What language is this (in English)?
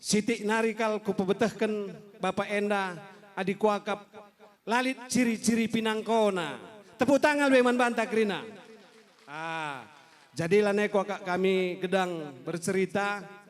Batak Karo